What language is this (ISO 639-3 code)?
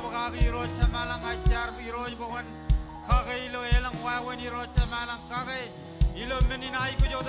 mah